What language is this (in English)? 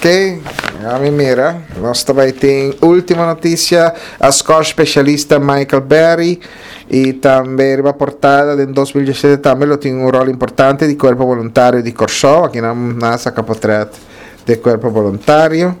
Papiamento